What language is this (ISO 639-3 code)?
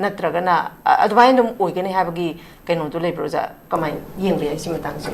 mni